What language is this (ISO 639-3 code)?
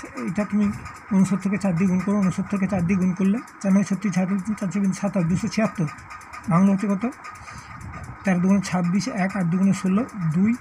ben